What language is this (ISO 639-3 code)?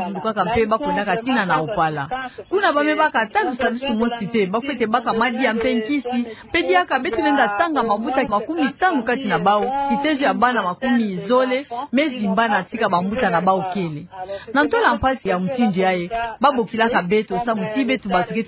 ktu